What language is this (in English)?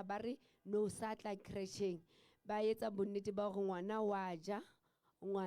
Southern Sotho